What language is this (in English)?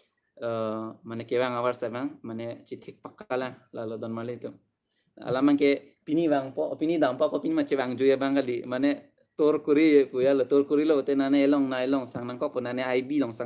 Karbi